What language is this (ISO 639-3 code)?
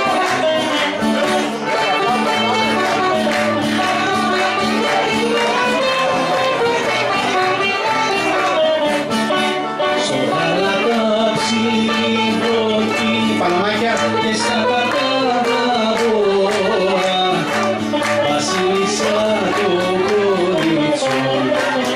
ell